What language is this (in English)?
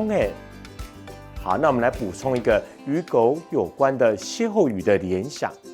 Hakka Chinese